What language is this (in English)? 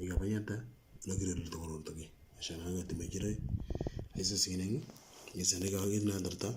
Moro